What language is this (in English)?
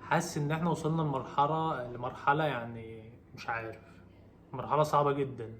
Egyptian Arabic